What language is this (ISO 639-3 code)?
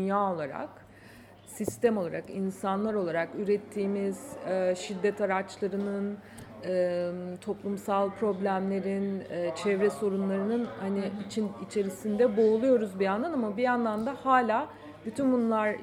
tur